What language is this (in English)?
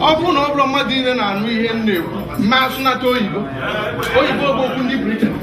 Igbo